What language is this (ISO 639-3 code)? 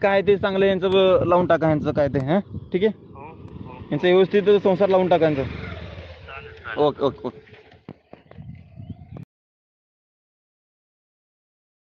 mar